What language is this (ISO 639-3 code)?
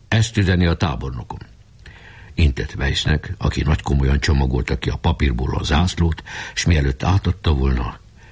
hun